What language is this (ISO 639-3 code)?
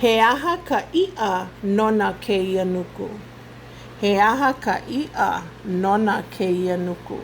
haw